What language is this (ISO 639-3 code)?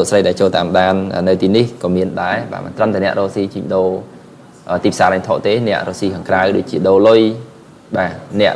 khm